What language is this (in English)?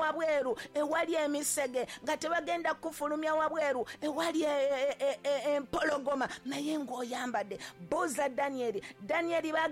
Ganda